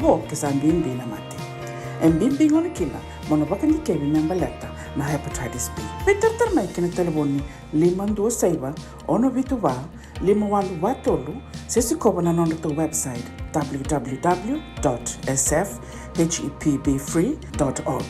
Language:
Fijian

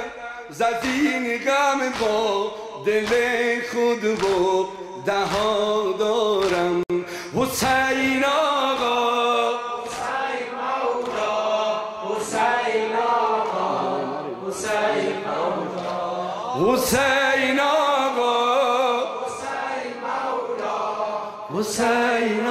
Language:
Persian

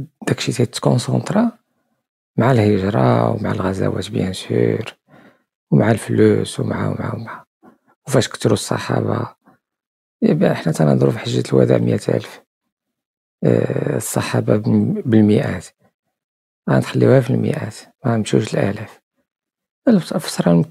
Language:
Moroccan Arabic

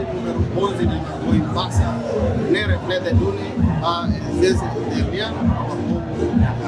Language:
Tetum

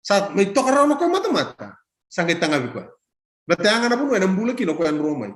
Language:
Fijian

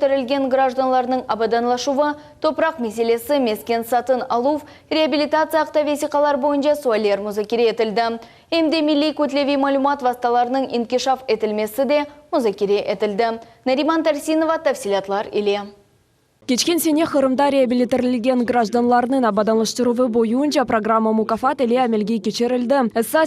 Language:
Crimean Tatar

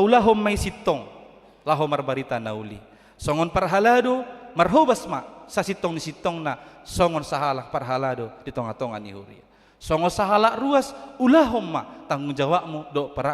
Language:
Batak Toba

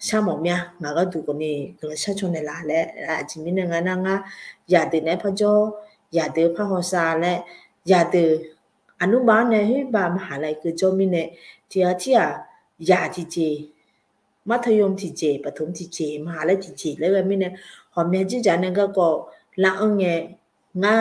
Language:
Akha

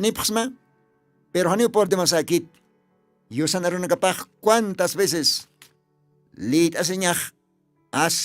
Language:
Aymara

